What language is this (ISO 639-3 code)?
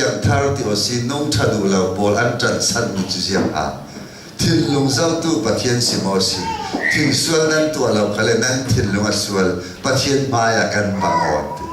cnh